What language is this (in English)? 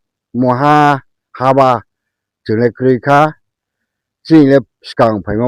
Riang (India)